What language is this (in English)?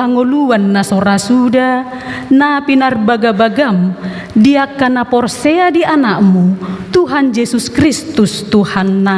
Batak Toba